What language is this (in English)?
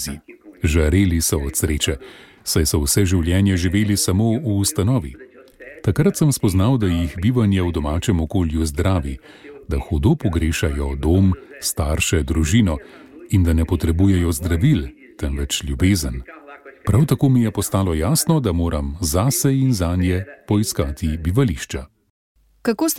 Slovenian